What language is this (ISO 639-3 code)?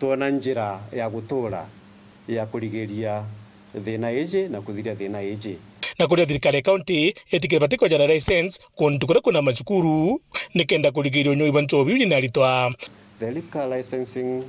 mer